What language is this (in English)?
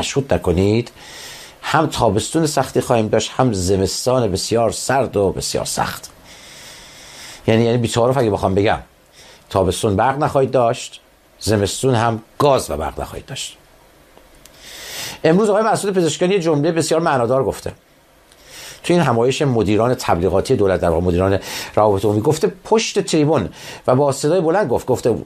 Persian